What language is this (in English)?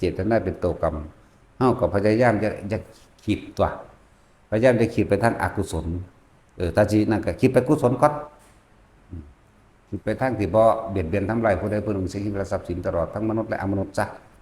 Northeastern Thai